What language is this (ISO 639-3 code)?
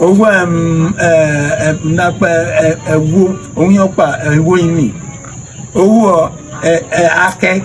ibo